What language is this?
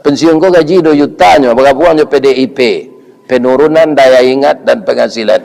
Minangkabau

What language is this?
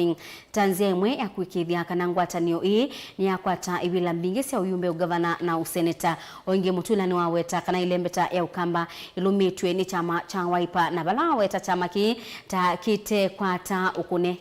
Kamba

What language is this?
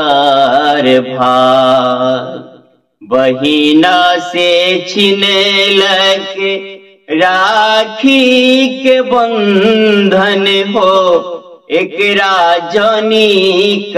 Maithili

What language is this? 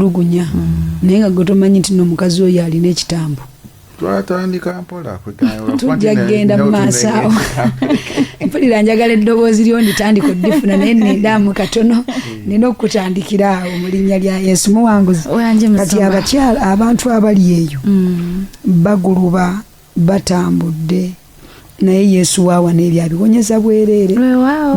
Ganda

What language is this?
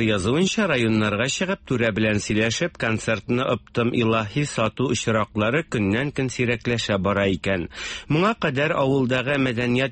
Tatar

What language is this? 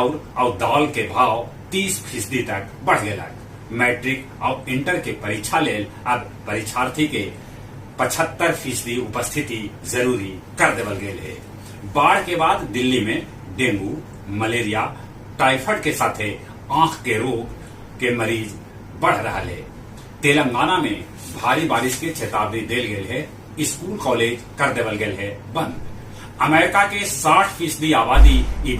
Magahi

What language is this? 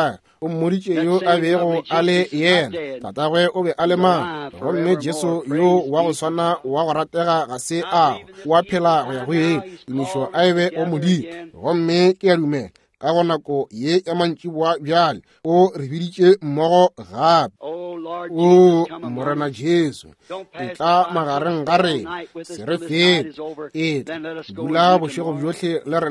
Northern Sotho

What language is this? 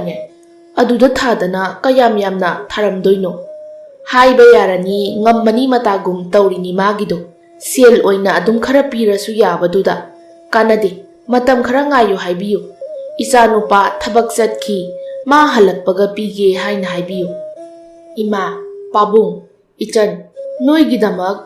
Manipuri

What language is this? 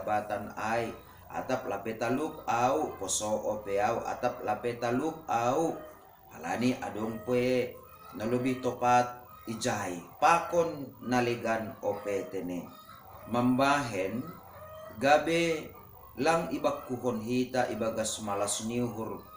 Batak Simalungun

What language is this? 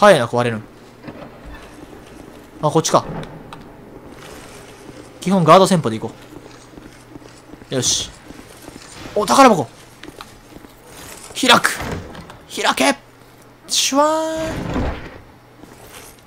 Japanese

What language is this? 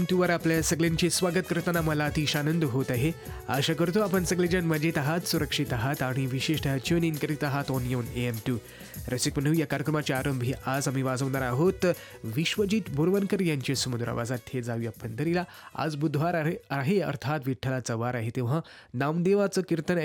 Marathi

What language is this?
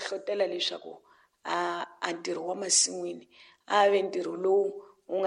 Tsonga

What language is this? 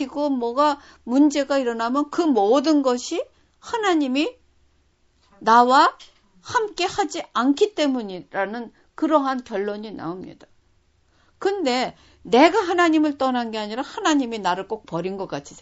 Korean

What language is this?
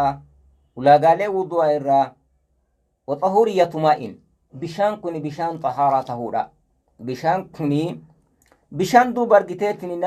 Oromo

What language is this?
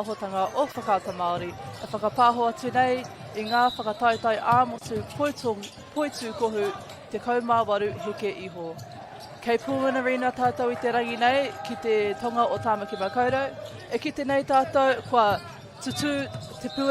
Māori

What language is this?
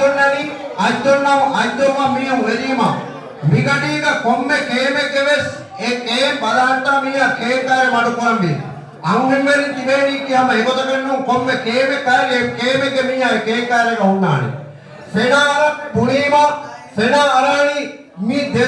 Divehi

